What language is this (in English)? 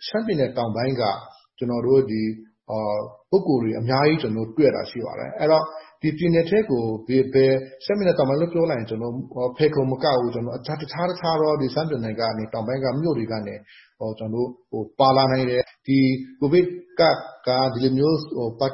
Burmese